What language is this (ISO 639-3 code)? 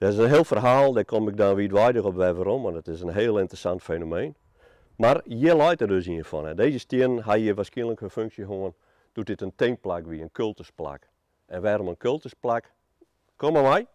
fry